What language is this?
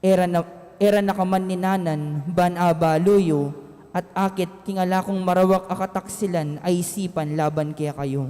Pampanga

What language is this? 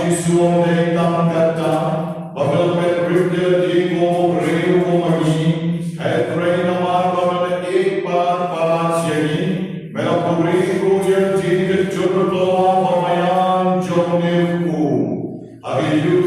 Khasi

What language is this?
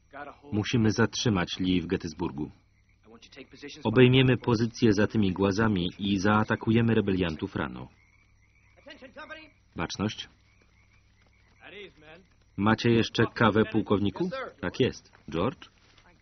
Polish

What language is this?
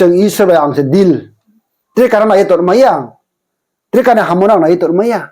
Riang (India)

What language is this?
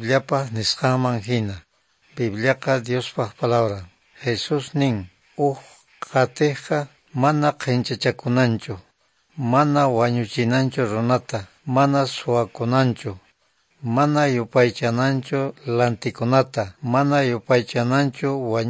Quechua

